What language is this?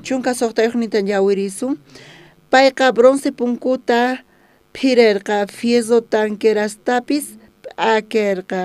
South Bolivian Quechua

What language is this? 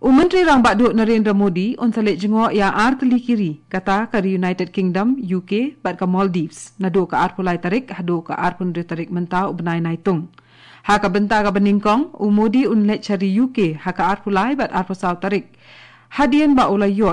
Khasi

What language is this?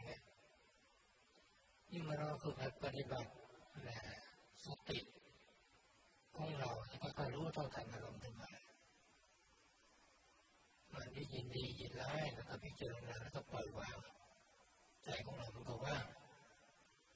Thai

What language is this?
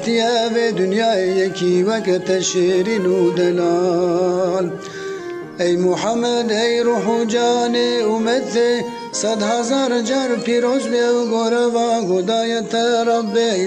Kurdish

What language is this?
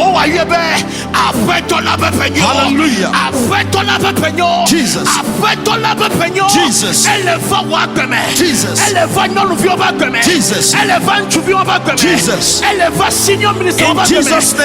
Ewe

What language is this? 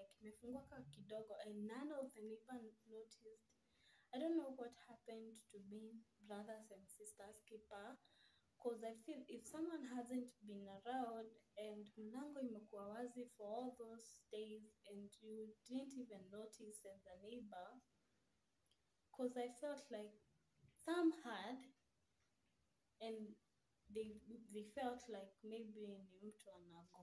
Swahili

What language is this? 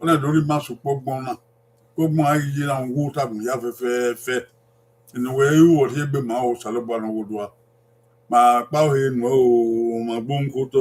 Bini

